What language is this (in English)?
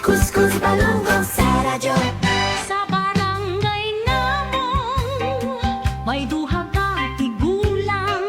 Hiligaynon